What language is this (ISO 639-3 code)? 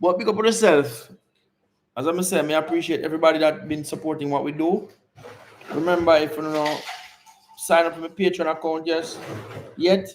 jam